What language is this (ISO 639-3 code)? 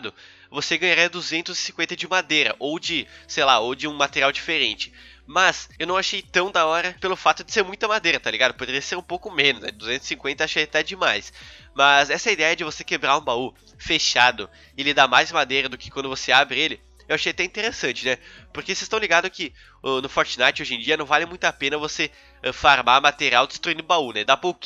por